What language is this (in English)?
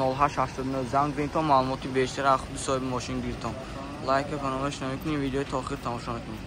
Tajik